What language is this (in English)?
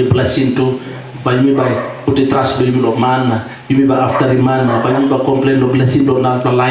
Tok Pisin